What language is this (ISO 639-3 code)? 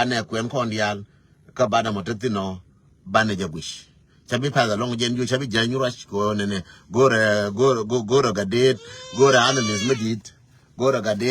nus